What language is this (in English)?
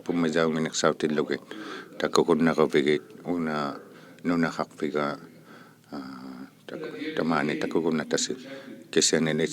Inuktitut